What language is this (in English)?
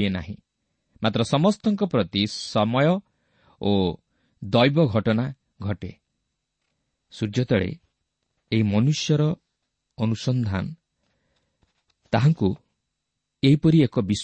Odia